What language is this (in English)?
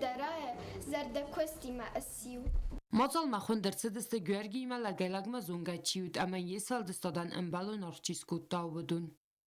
Ossetic